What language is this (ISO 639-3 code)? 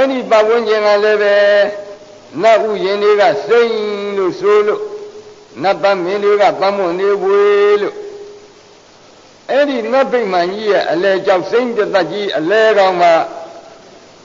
mya